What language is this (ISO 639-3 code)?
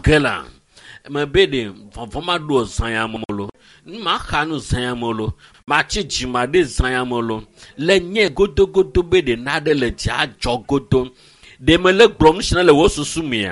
ewe